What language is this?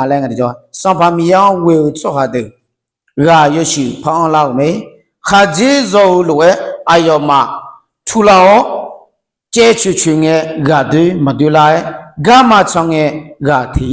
Akha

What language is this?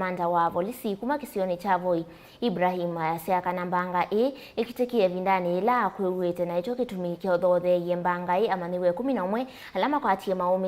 Kamba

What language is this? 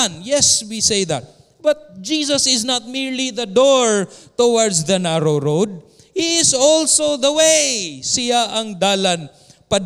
Cebuano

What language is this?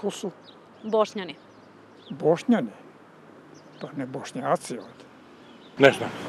Serbian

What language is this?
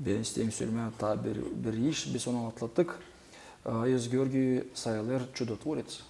Gagauz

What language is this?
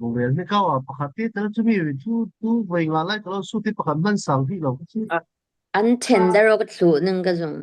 Falam Chin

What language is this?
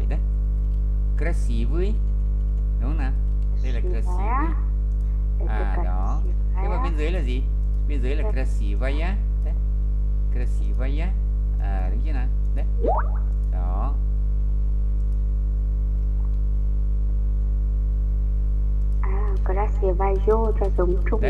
Vietnamese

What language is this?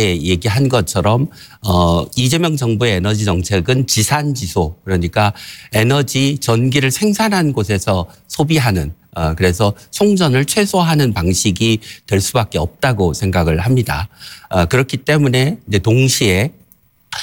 Korean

